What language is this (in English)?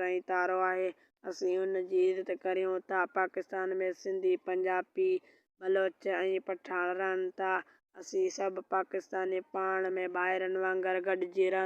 Sindhi